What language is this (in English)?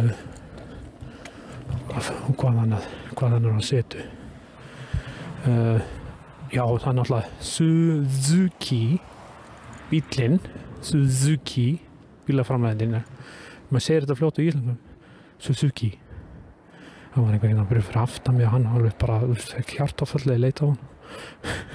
Icelandic